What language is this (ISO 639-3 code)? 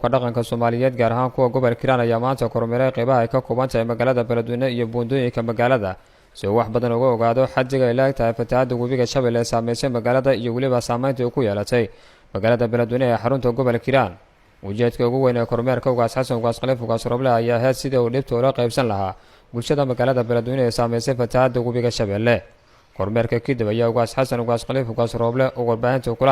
som